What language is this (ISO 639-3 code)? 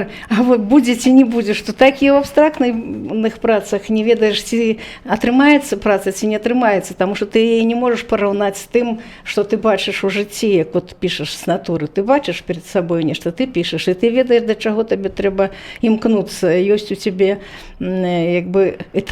bel